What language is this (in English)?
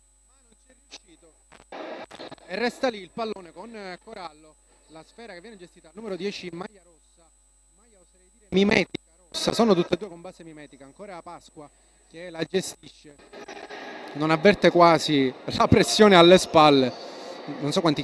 Italian